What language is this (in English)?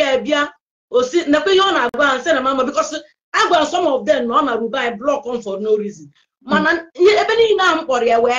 Igbo